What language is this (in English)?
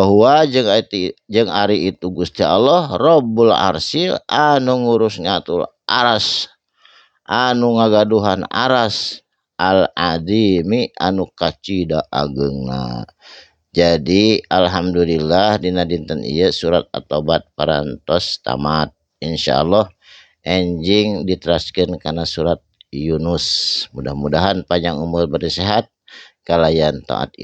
Sundanese